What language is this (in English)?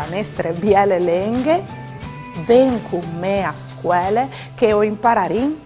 Friulian